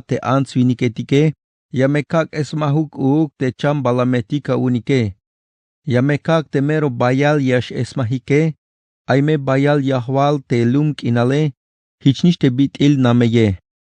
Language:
Tzeltal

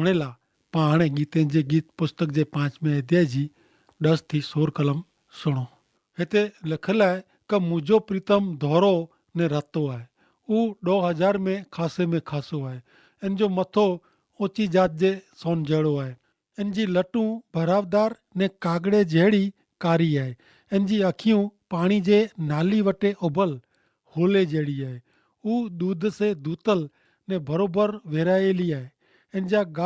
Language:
Kachhi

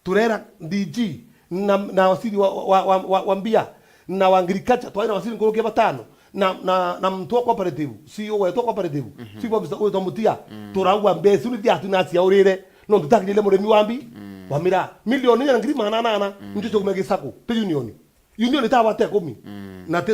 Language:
Meru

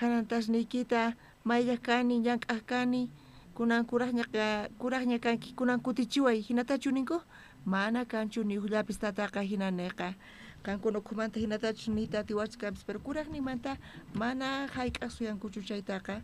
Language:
South Bolivian Quechua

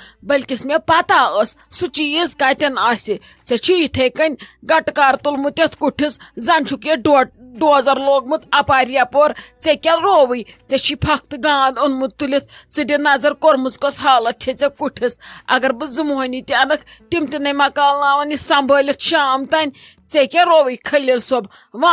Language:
Kashmiri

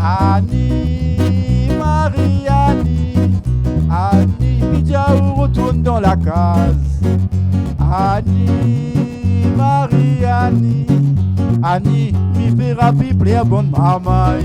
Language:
Réunion Creole French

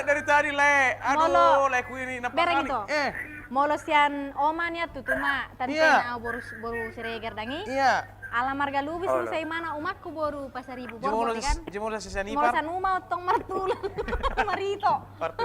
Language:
Batak Toba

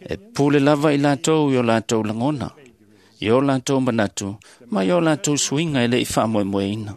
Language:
Samoan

